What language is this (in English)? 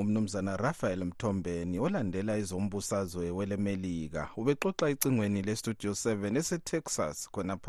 North Ndebele